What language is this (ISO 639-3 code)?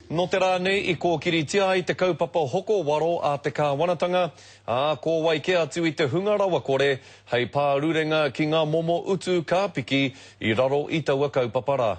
mri